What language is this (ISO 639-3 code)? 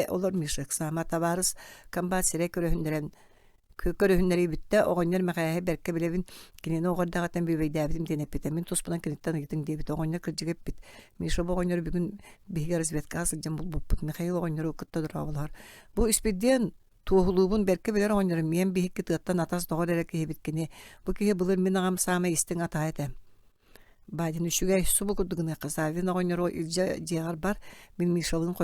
sah